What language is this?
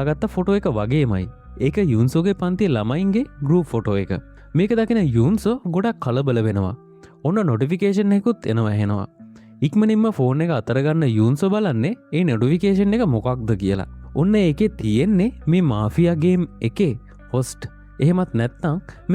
Sinhala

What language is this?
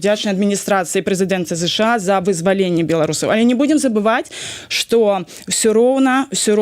Belarusian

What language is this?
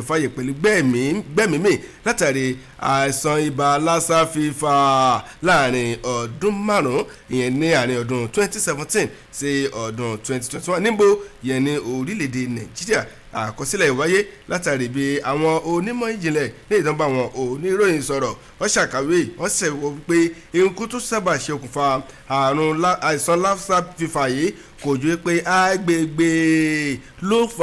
Yoruba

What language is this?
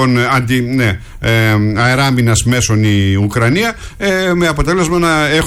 Greek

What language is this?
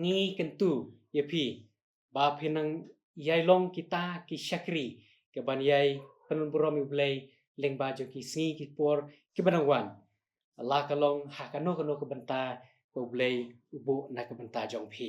Khasi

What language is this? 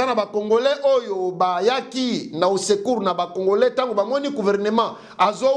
Lingala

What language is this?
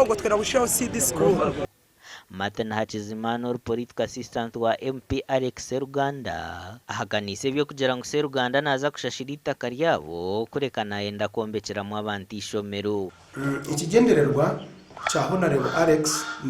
Nyankole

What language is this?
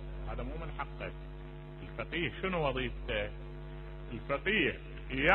Mesopotamian Arabic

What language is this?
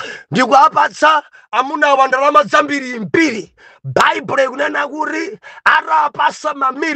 Nyanja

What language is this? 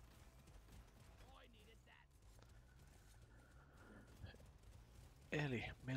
Finnish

